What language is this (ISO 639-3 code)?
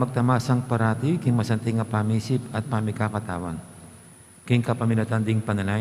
pam